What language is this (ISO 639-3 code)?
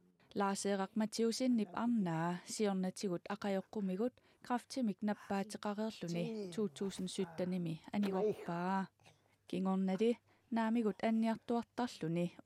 kal